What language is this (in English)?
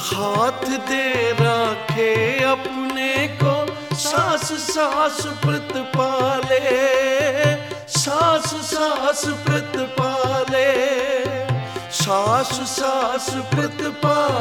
Punjabi